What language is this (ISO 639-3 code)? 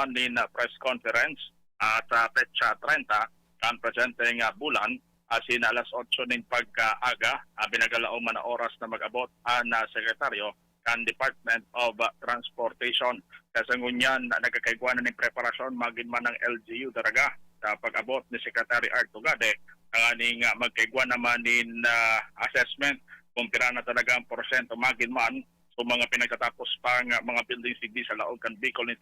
bik